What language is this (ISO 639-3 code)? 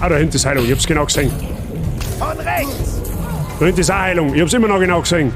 bar